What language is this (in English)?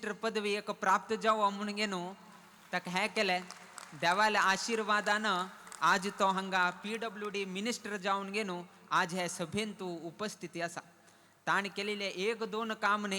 Konkani